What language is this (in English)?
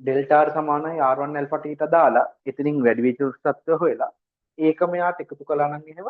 Sinhala